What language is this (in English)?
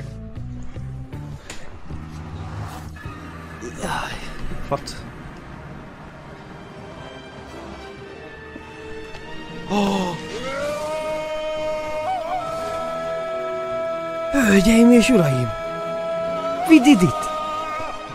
Hungarian